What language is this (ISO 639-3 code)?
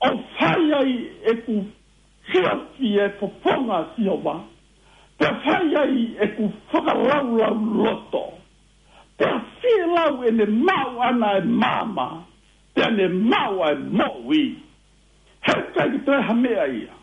ton